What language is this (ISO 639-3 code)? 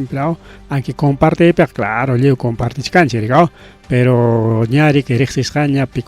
quy